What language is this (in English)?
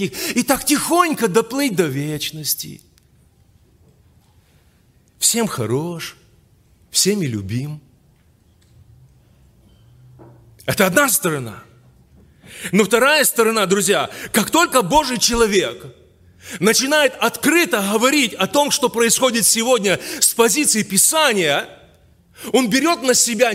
Russian